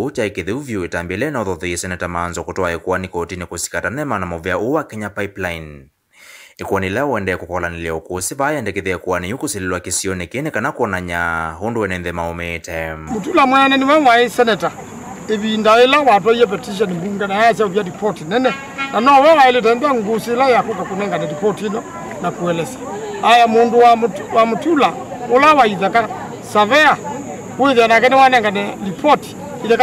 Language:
Kamba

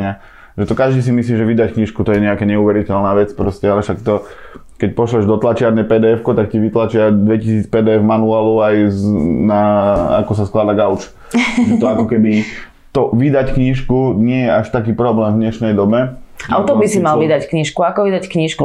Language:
Slovak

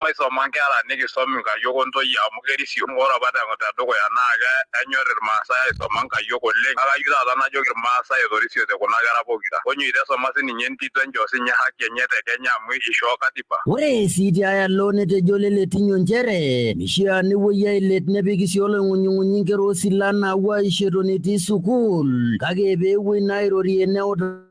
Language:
Masai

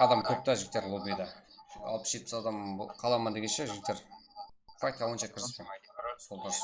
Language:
Kara-Kalpak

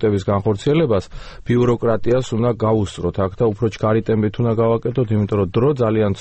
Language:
Georgian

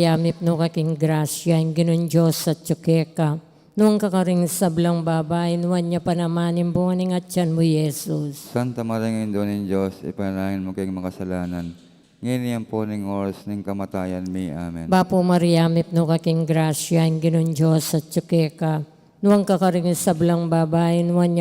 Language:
Pampanga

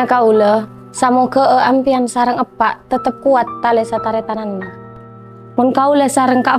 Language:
Madurese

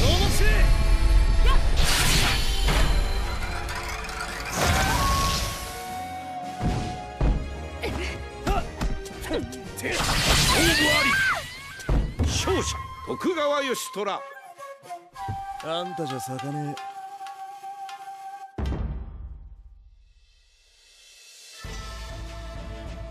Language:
Japanese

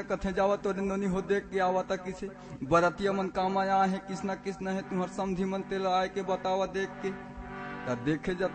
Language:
Chhattisgarhi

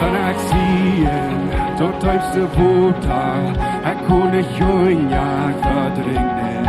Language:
Plautdietsch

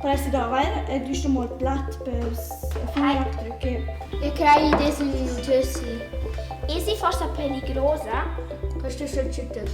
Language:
Romansh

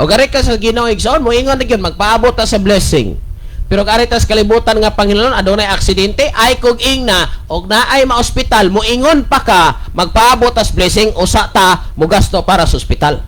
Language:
Cebuano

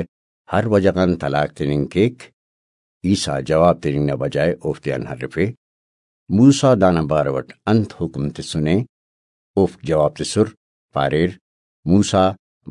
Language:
Brahui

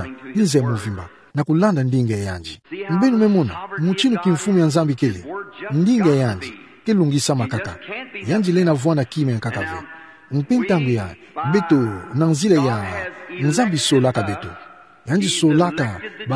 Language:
Kituba (Democratic Republic of Congo)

